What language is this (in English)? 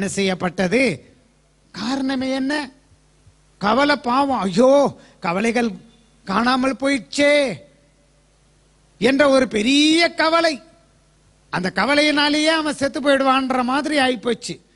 Tamil